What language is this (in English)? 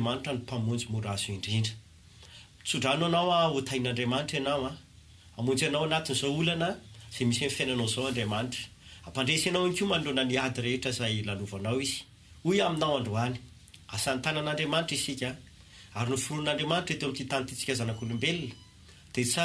Malagasy